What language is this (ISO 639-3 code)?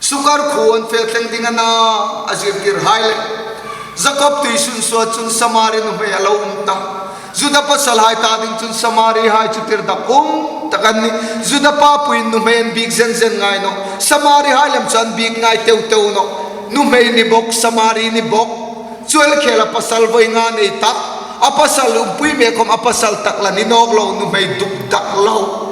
hmr